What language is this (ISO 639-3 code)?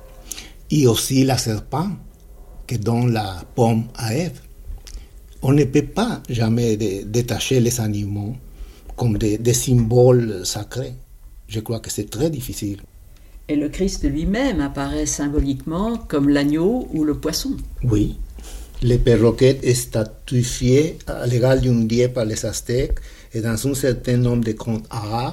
fra